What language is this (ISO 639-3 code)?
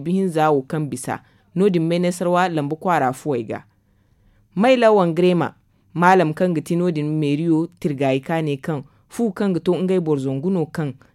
dje